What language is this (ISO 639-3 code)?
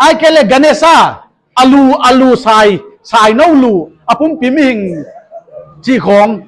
pck